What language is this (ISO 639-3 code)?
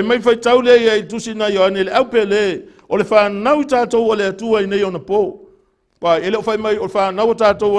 smo